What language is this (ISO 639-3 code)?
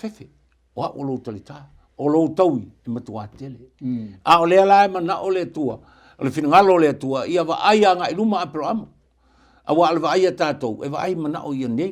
smo